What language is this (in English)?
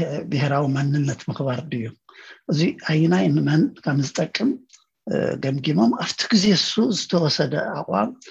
Tigrinya